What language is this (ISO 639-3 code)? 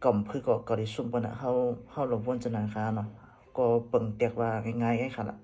shn